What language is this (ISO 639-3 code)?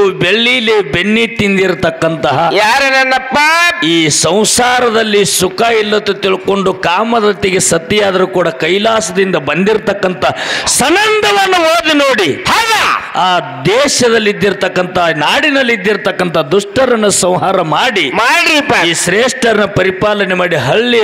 kan